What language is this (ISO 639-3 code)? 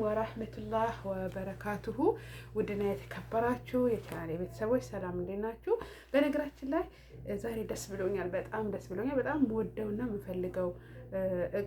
amh